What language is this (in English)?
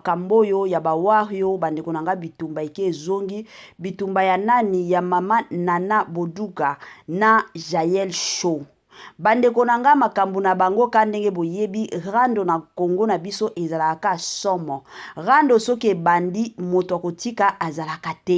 Lingala